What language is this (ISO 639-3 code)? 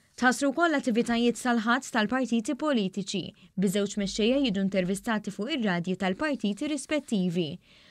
mlt